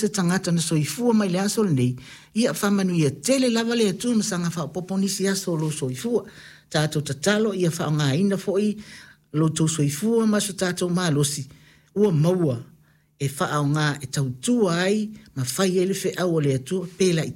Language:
Samoan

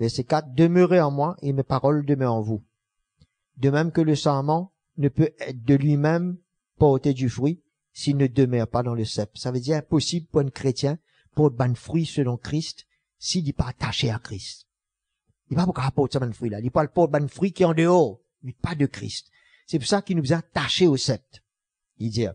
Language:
Morisyen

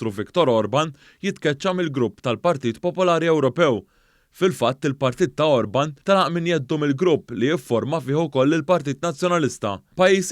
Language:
Maltese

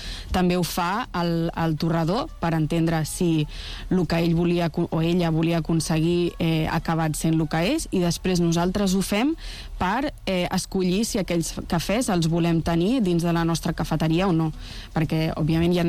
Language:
Catalan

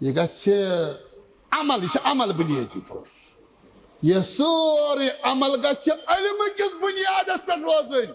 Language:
Kashmiri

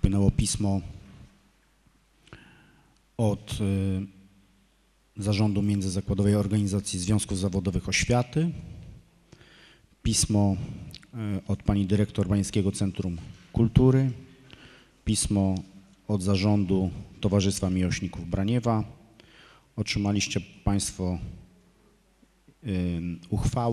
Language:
Polish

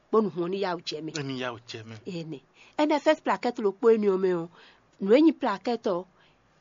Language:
Fon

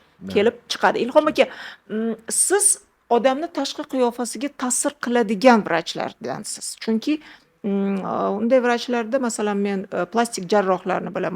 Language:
Uzbek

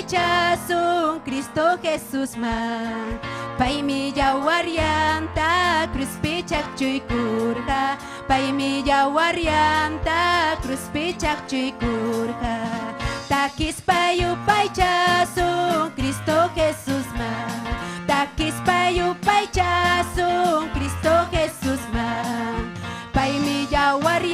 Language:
Ayacucho Quechua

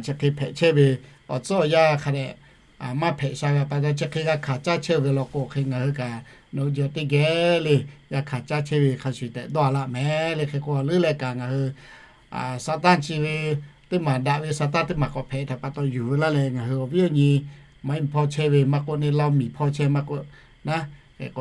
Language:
Lahu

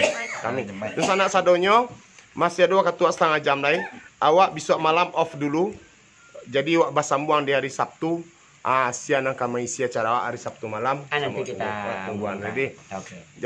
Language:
Minangkabau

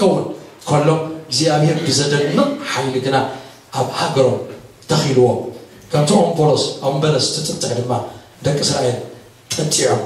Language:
Tigrinya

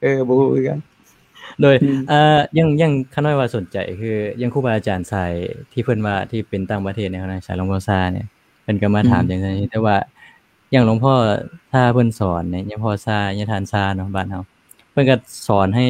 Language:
Lao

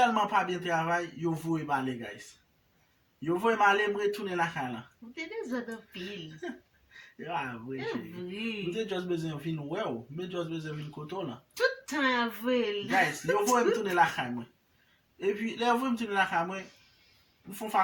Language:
Haitian Creole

